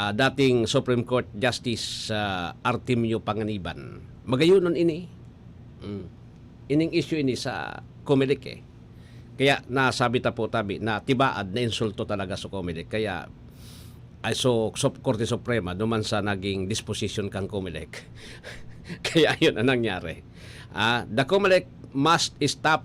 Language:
Bikol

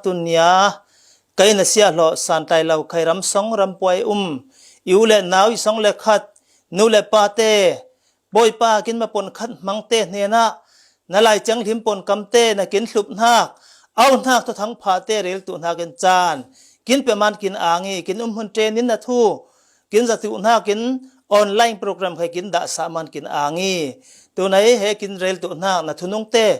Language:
Falam Chin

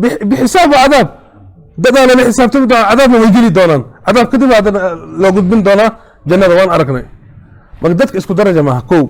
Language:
Somali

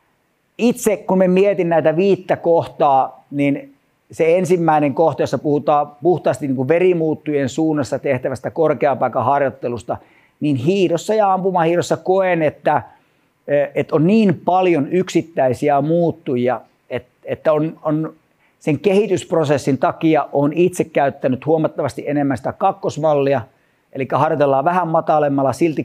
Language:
Finnish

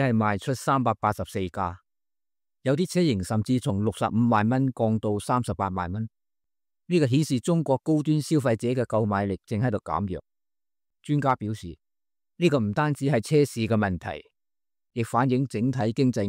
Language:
Cantonese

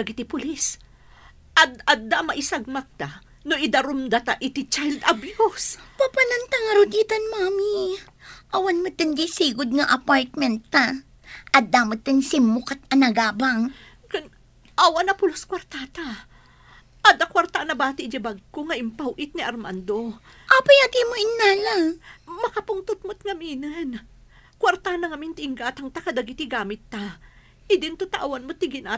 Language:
Iloko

